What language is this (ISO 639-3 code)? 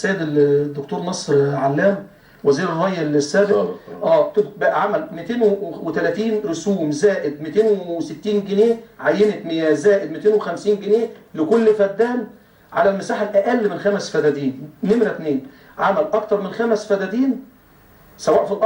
arz